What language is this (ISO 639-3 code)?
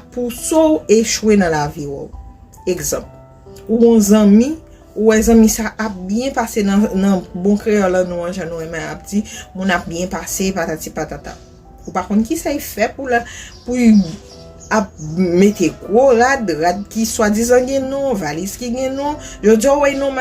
hat